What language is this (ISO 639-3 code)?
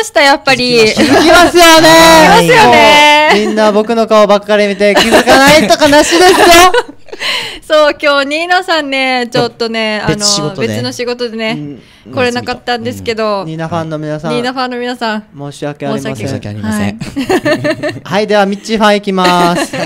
jpn